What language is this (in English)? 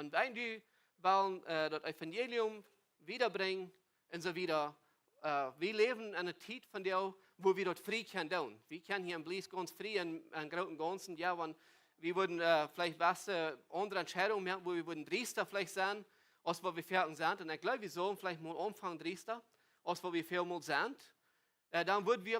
Plautdietsch